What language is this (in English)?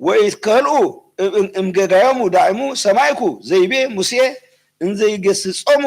Geez